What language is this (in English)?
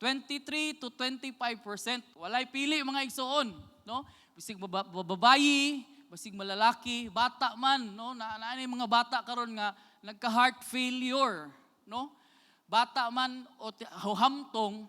Cebuano